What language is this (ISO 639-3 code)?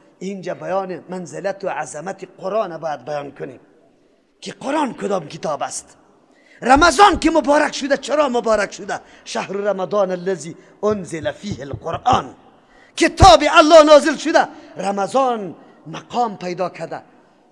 fas